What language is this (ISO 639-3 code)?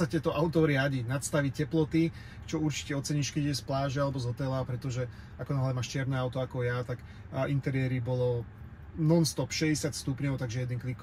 slk